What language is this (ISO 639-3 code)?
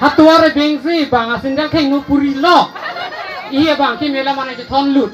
mjw